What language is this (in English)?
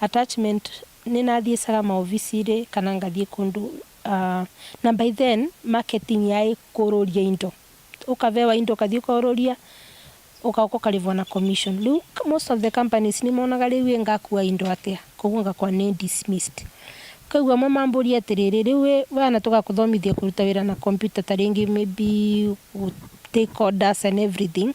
Meru